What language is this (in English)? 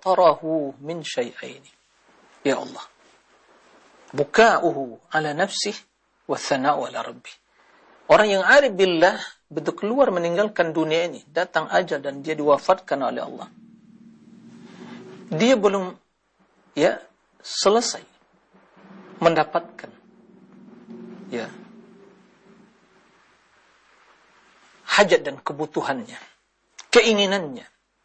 Indonesian